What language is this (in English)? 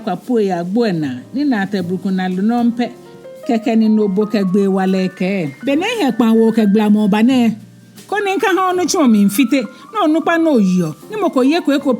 Ga